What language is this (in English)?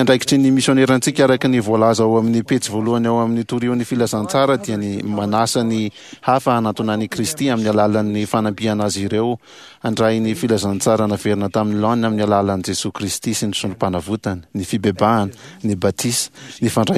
Malagasy